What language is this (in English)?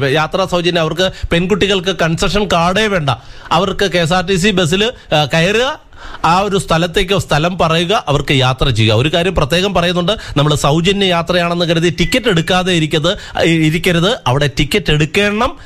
Malayalam